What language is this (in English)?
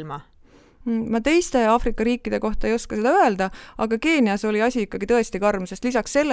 Estonian